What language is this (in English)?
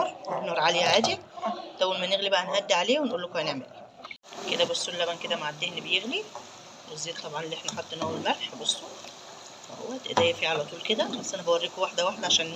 Egyptian Arabic